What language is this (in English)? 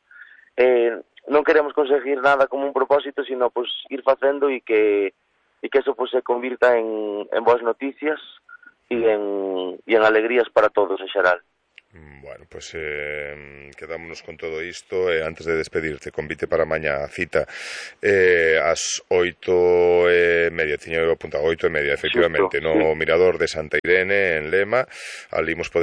Galician